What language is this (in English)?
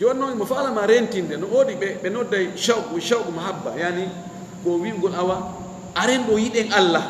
Fula